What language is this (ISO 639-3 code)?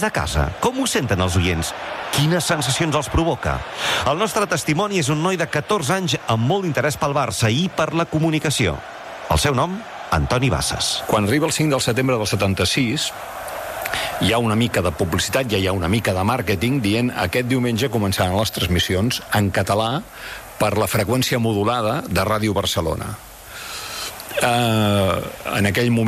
cat